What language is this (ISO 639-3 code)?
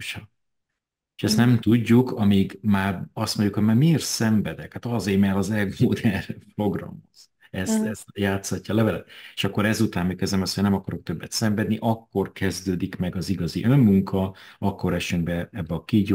hun